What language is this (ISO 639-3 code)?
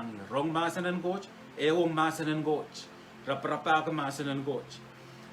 pon